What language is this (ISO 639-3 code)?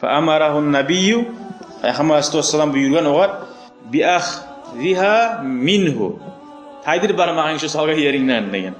kum